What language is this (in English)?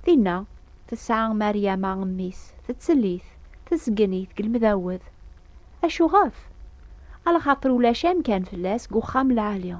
Kabyle